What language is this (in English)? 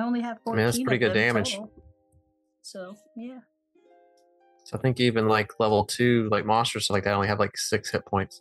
English